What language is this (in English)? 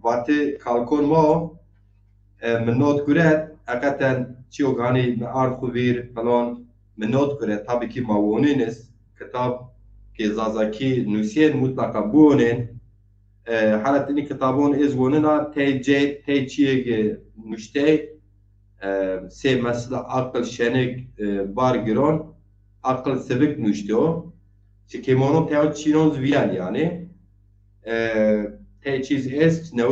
Zaza